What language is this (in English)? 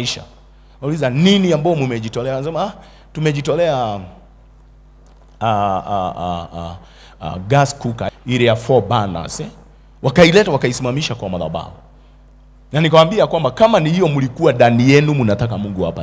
Swahili